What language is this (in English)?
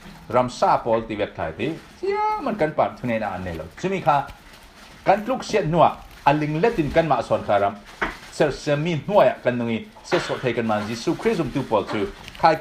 Falam Chin